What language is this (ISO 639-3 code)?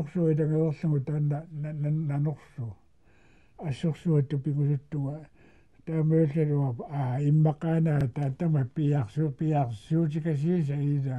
kal